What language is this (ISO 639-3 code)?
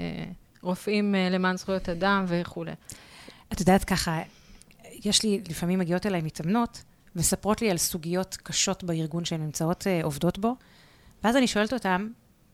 heb